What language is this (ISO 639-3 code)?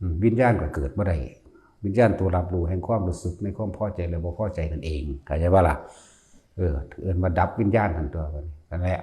tts